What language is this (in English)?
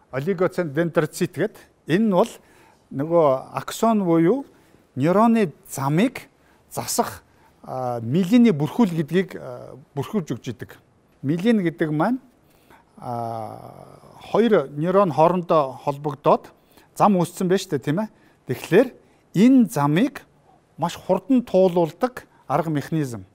Mongolian